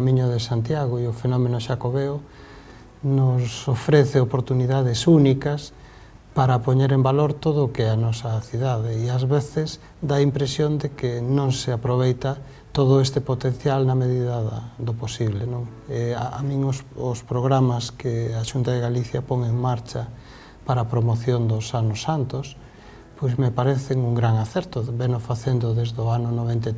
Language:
Galician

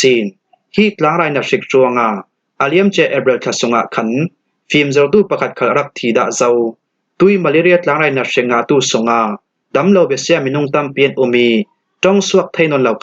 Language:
Falam Chin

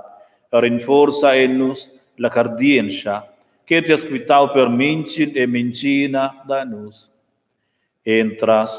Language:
Romansh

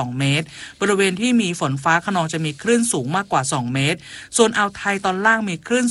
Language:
Thai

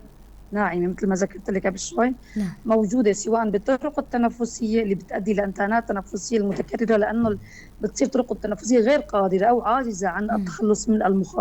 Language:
North Levantine Arabic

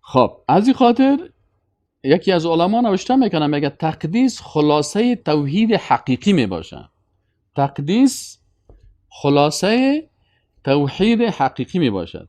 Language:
Persian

